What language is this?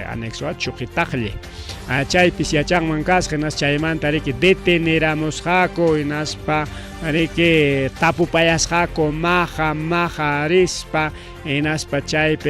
Ayacucho Quechua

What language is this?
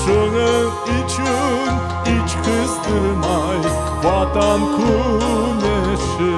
Crimean Tatar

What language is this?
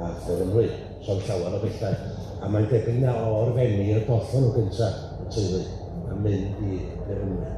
Welsh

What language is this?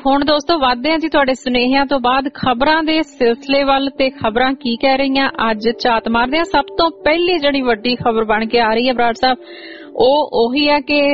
Punjabi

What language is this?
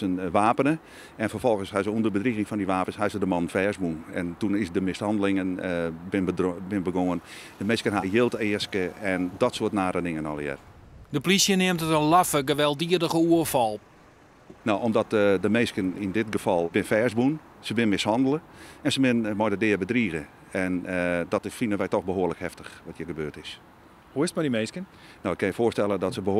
Western Frisian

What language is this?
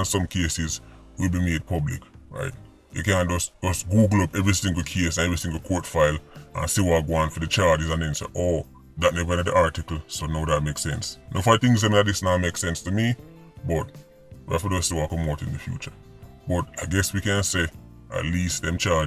Jamaican Creole English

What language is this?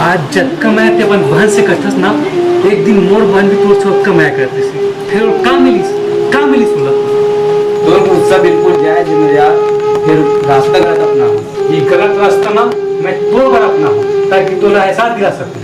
Chhattisgarhi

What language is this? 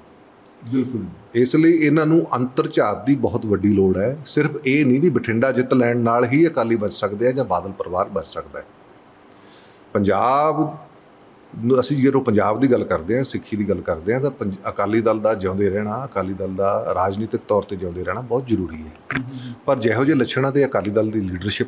Punjabi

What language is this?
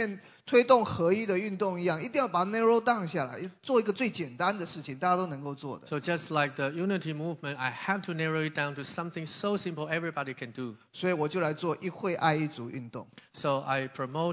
Chinese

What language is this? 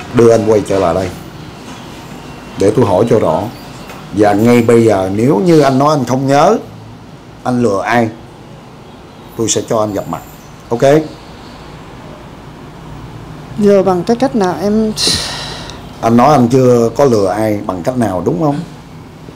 Vietnamese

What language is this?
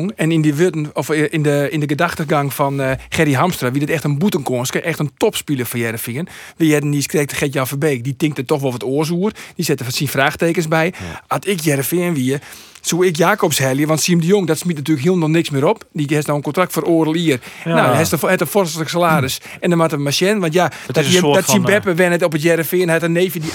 Western Frisian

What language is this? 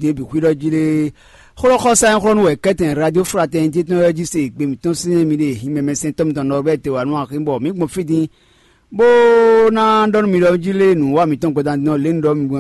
Fon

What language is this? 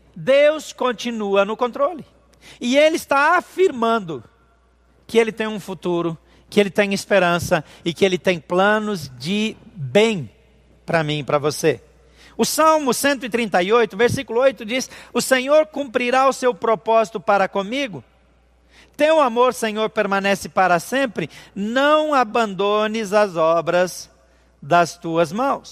Portuguese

